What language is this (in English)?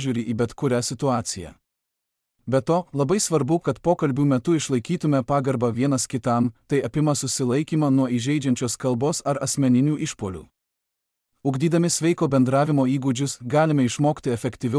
Lithuanian